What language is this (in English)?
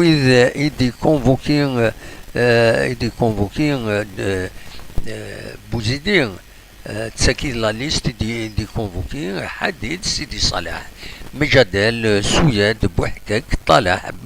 Kabyle